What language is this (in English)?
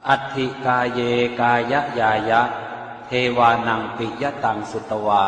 Pali